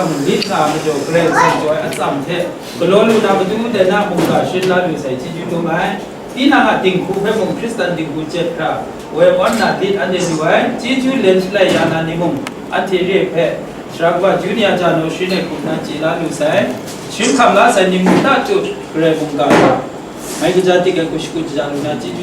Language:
Kachin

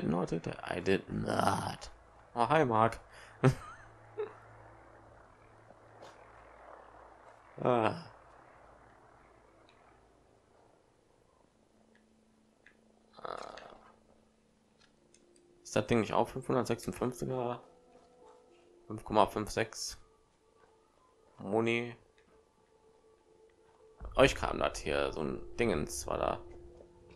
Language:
German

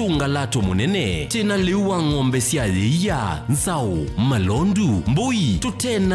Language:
Kamba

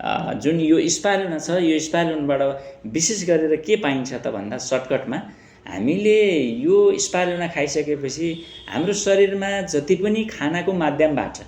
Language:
Nepali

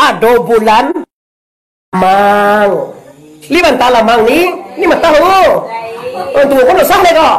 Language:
Minangkabau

